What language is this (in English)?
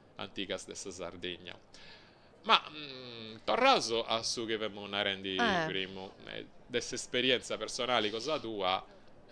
Sardinian